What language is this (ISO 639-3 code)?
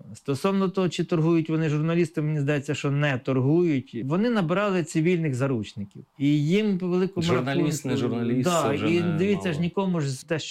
ukr